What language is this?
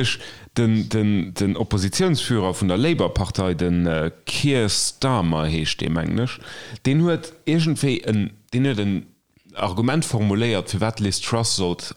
Luxembourgish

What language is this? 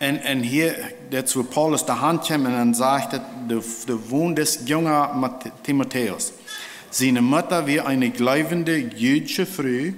Plautdietsch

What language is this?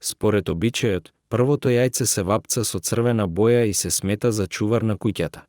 Macedonian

